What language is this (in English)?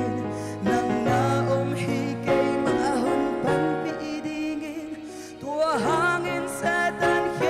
Paite Chin